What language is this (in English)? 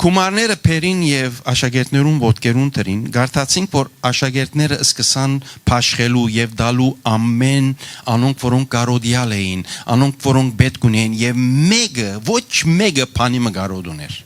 Western Armenian